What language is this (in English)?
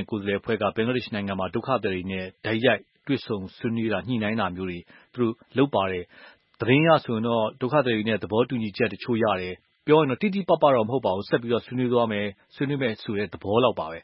Burmese